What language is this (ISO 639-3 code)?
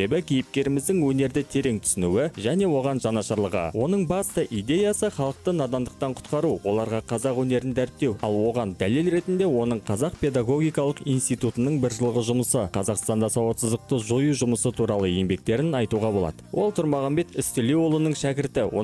kaz